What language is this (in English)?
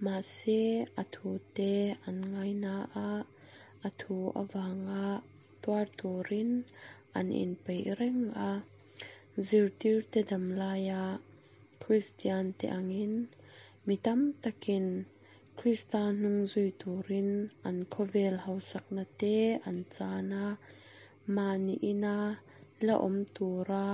Mizo